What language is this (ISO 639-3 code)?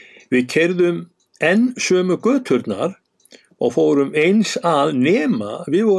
isl